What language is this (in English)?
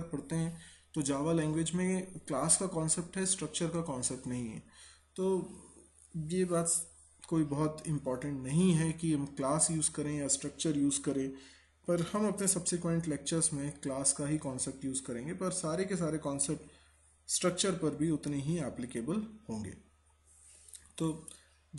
Hindi